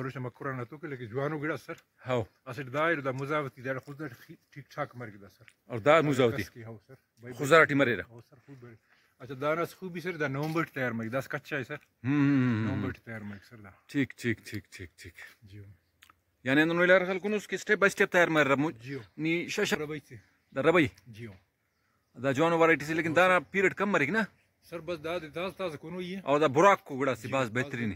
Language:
Brahui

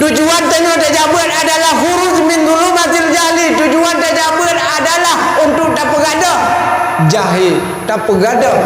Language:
Achinese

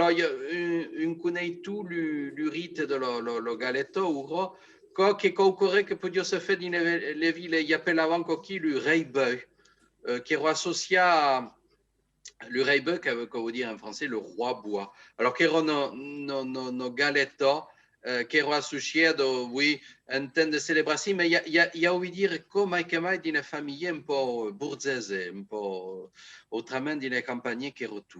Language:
Occitan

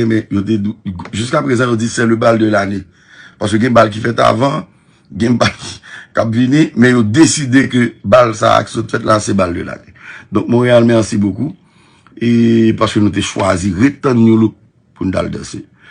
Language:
Haitian Creole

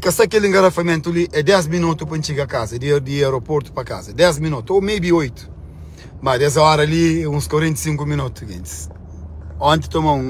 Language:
Kabuverdianu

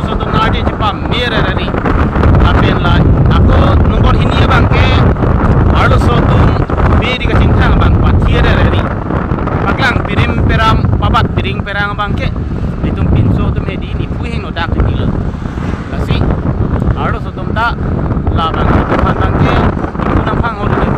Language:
Karbi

